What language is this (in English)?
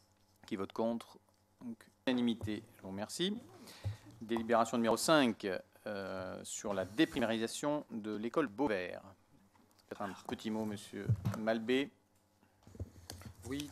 French